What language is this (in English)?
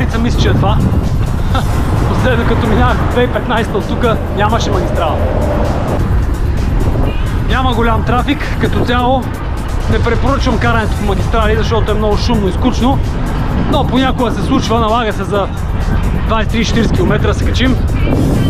Bulgarian